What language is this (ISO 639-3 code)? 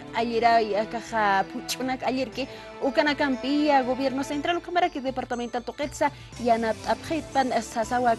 aym